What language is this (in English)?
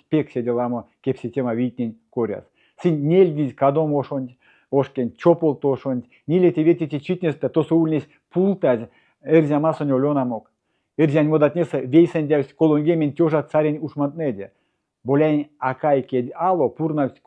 Erzya